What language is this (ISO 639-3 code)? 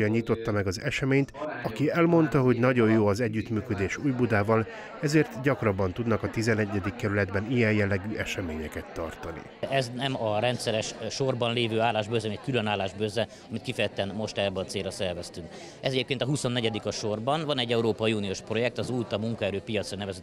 hun